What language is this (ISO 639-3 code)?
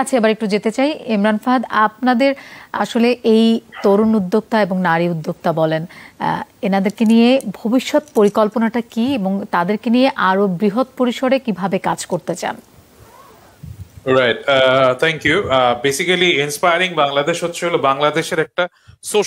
ben